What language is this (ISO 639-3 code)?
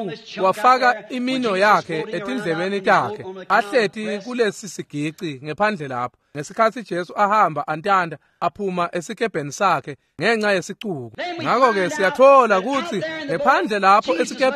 ssw